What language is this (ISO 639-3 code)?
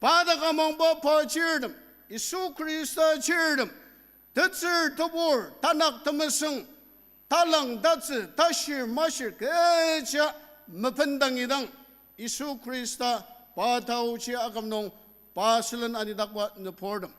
njo